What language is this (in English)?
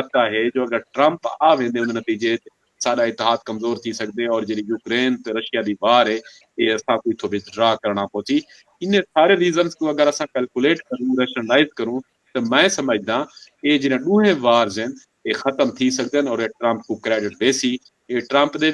Saraiki